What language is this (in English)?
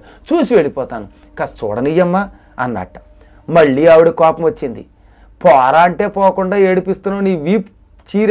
Telugu